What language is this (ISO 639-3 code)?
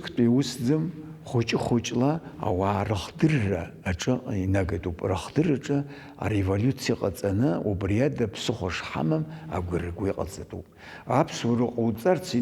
abk